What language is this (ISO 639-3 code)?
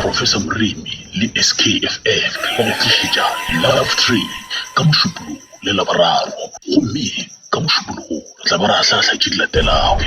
nso